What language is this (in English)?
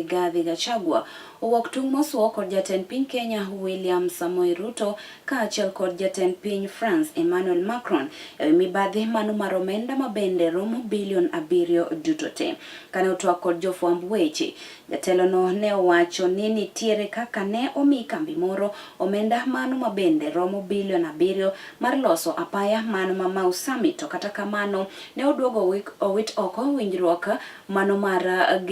Luo (Kenya and Tanzania)